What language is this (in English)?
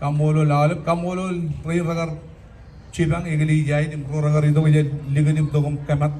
Marshallese